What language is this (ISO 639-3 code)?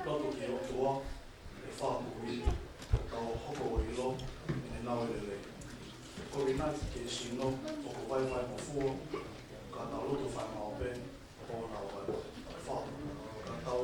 ton